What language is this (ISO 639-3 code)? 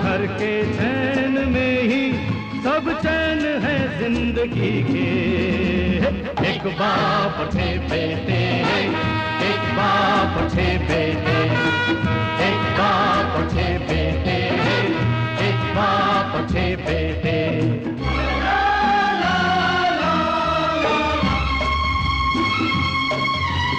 hin